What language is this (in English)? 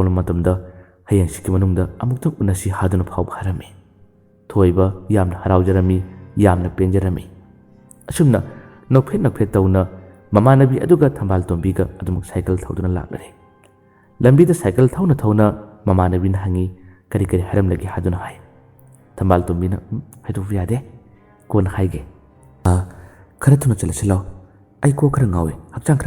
Manipuri